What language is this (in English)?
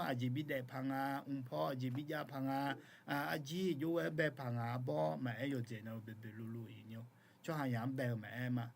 Akha